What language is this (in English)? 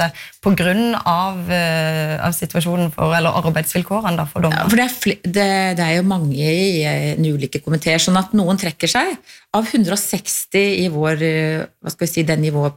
Norwegian